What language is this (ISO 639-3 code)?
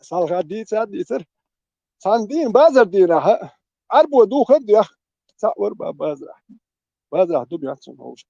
che